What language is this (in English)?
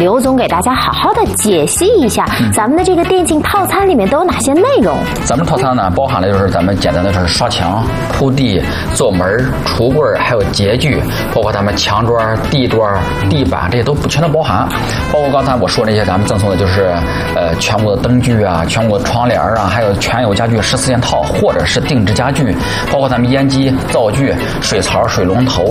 Chinese